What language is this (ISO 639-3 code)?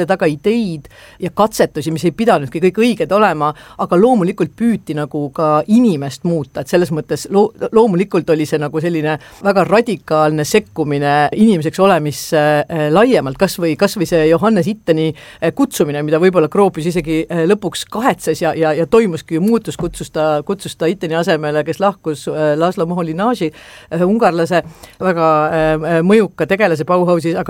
est